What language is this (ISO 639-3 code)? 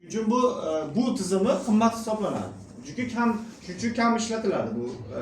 uzb